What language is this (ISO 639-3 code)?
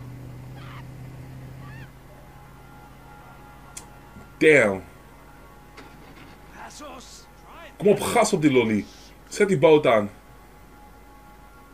nld